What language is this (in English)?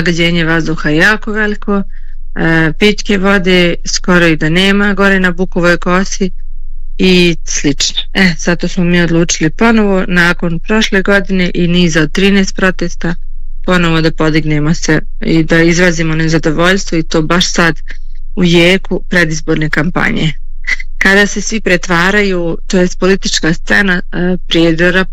Bosnian